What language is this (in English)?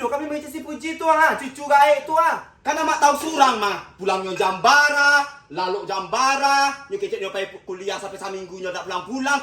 Minangkabau